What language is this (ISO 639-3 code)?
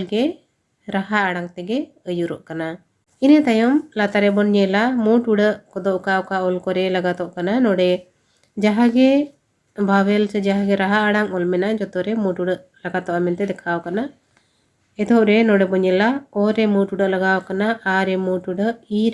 sat